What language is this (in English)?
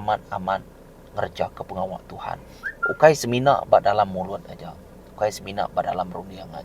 Iban